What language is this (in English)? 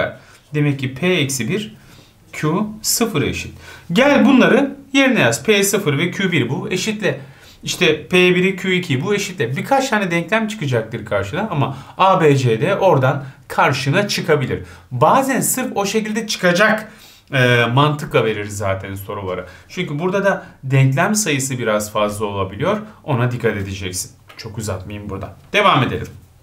Turkish